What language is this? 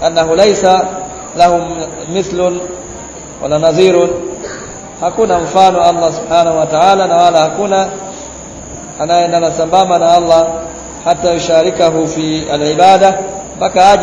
Swahili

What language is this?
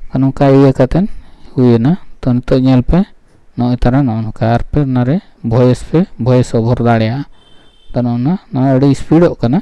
Santali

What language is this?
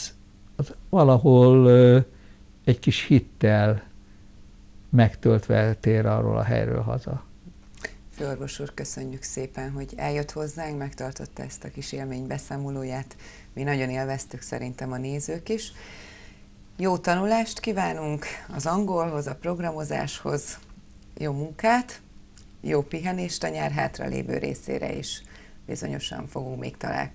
Hungarian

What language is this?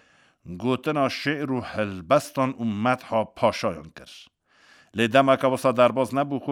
Kurdish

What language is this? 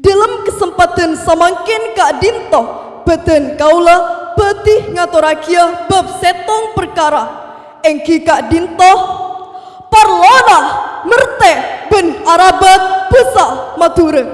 Madurese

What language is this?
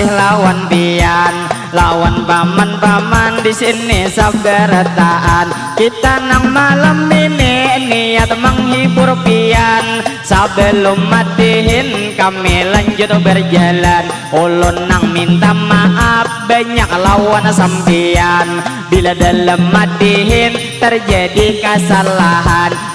Banjar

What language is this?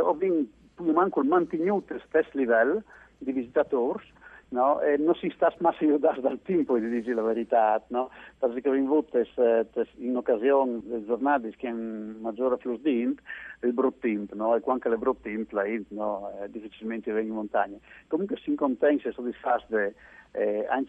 Friulian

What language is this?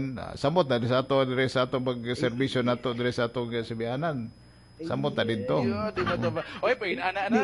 Cebuano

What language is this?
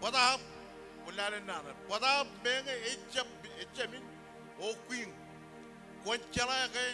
Marshallese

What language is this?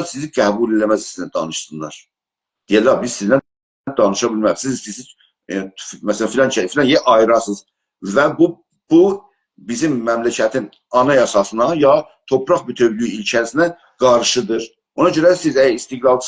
South Azerbaijani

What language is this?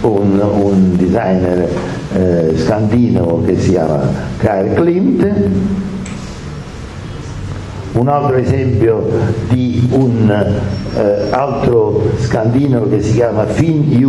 Italian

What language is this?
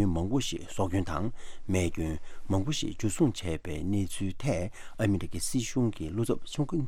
Tibetan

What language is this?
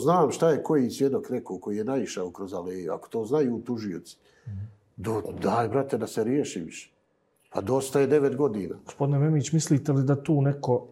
Bosnian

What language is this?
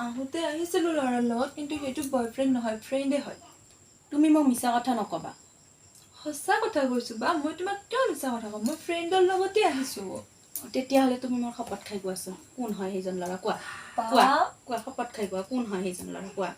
Assamese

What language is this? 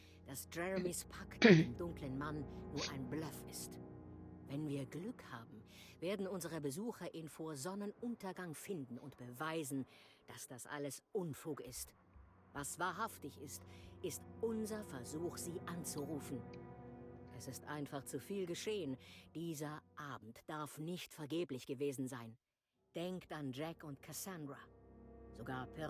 Bavarian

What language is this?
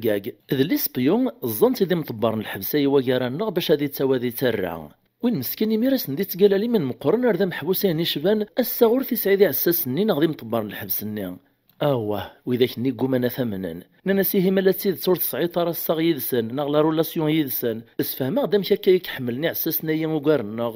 Kabyle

